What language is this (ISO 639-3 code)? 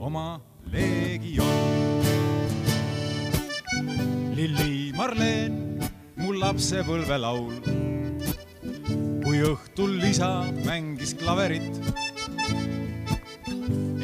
est